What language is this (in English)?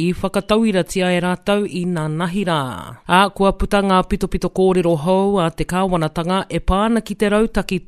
Māori